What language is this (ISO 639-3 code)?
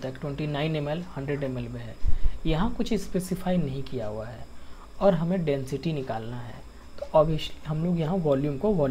hin